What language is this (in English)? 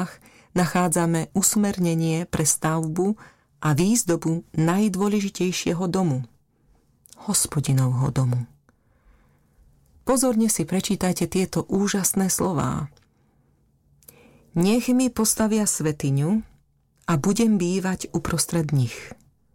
Slovak